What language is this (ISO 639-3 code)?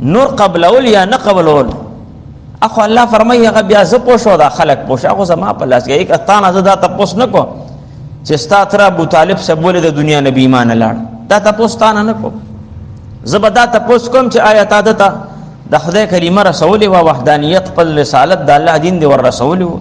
pus